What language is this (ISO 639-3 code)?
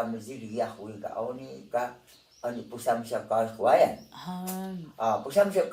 tay